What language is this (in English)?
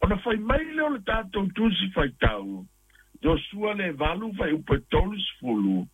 Samoan